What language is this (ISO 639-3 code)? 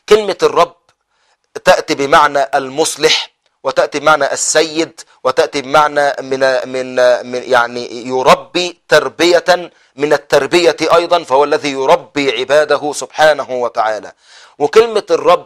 ara